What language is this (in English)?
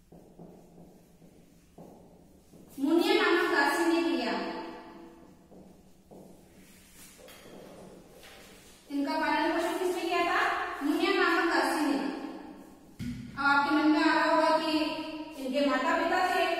Hindi